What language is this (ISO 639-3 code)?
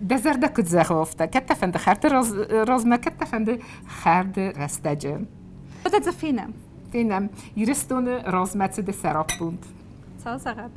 oss